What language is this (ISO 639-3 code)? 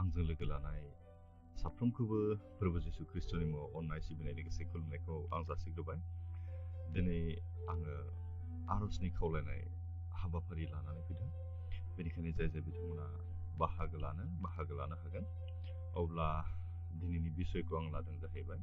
brx